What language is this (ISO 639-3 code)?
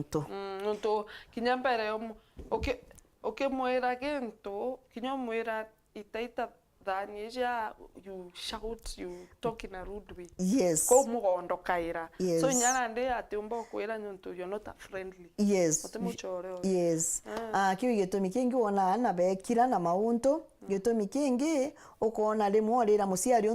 mer